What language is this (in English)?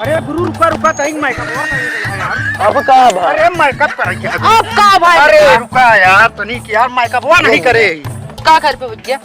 Awadhi